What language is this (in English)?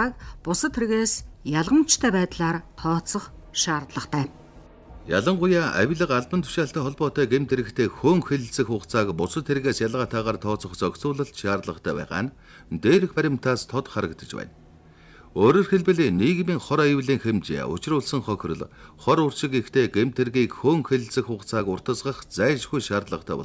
Mongolian